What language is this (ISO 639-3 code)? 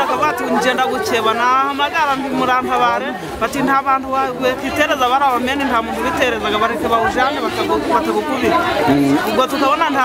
kin